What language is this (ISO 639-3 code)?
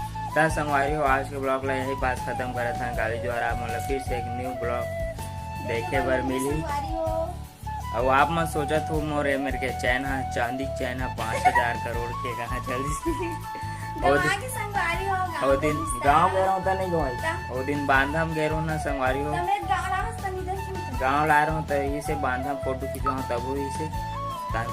hne